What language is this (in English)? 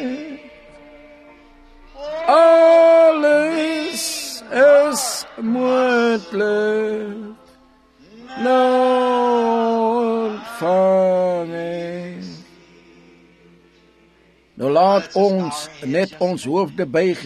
Afrikaans